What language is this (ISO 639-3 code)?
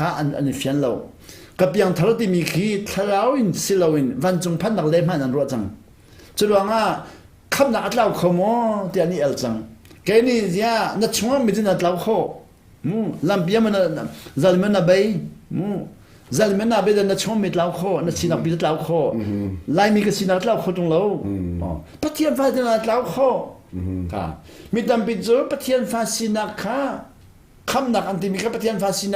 cnh